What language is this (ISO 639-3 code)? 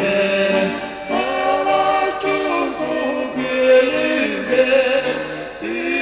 sah